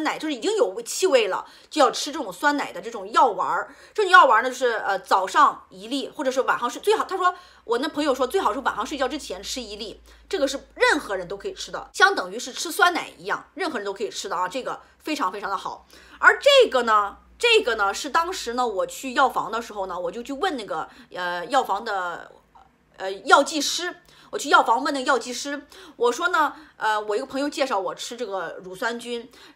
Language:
Chinese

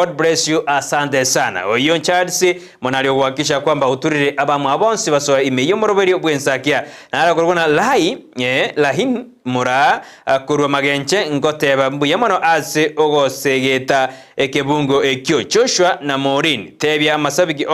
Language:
Gusii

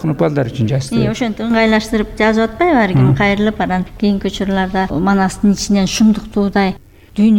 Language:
Kyrgyz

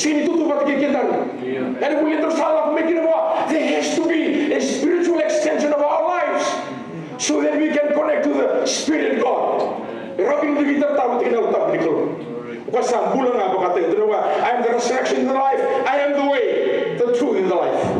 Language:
Fijian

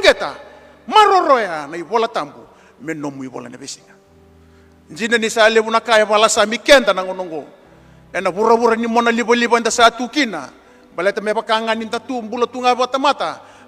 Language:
Fijian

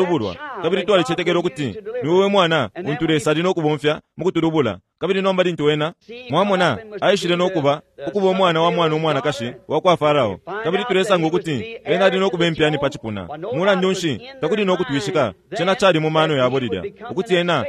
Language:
Bemba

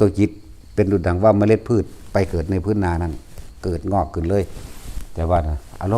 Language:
Northeastern Thai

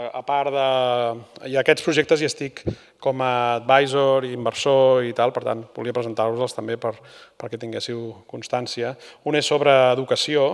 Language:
Catalan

